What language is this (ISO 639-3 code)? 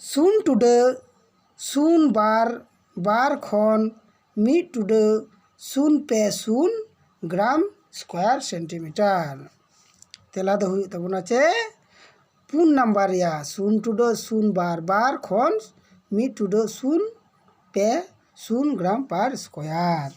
sat